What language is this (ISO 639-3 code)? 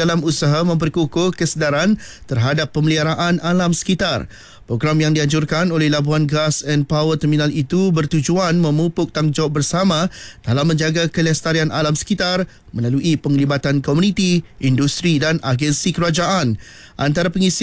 msa